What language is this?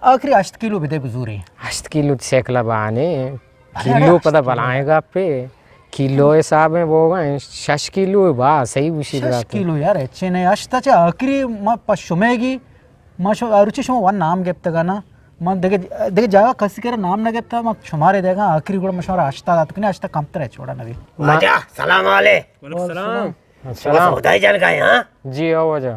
Eastern Balochi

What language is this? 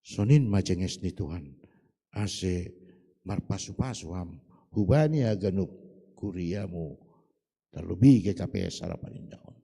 Batak Simalungun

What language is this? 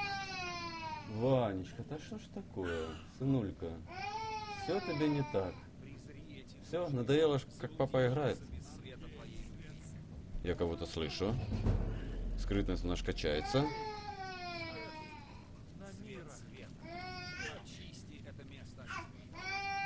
Russian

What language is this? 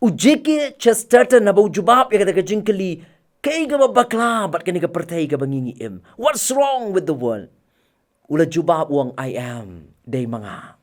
Khasi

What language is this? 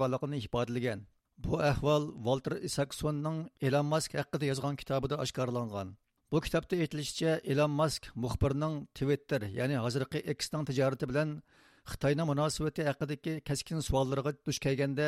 Uyghur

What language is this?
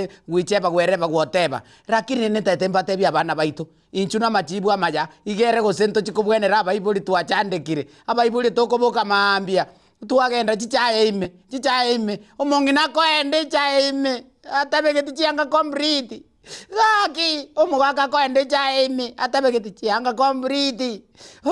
Gusii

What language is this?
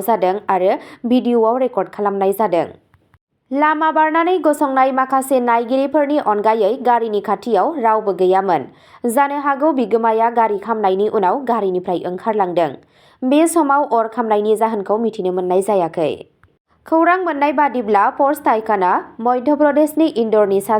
Bodo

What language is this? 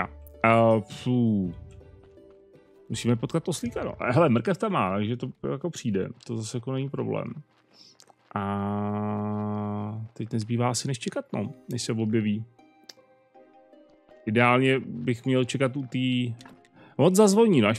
Czech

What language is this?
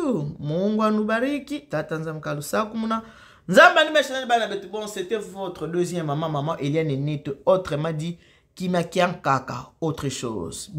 Lingala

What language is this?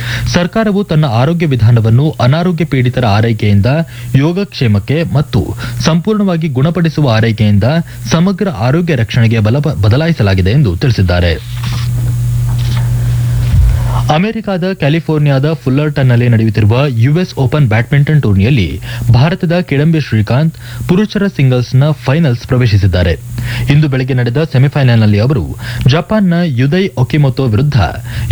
Kannada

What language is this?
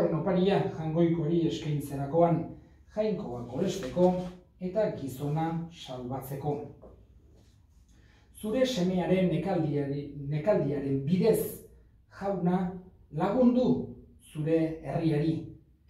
Basque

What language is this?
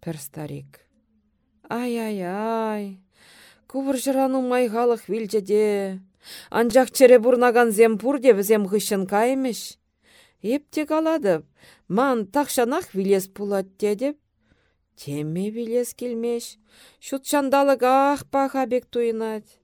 Chuvash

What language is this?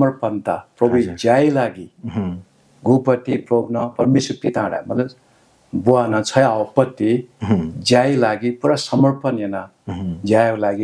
Newari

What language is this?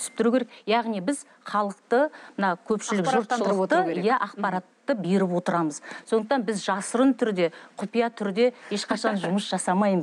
Kazakh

